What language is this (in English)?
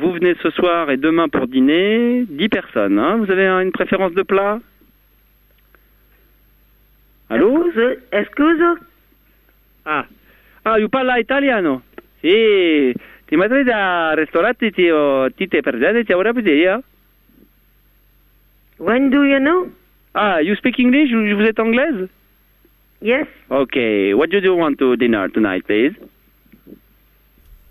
French